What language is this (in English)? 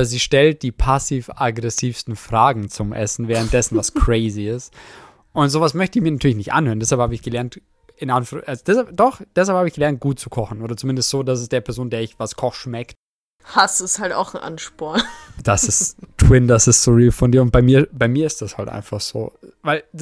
German